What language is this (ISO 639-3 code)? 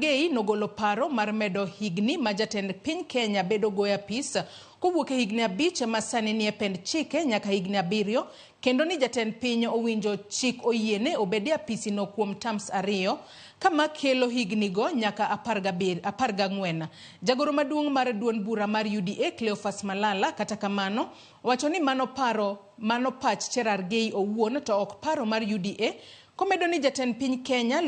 luo